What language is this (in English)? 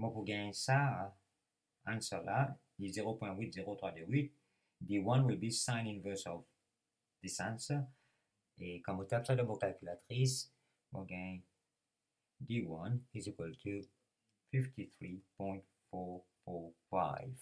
Morisyen